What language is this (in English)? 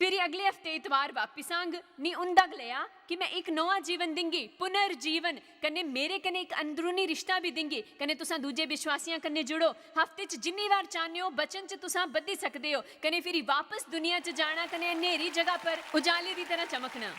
Dogri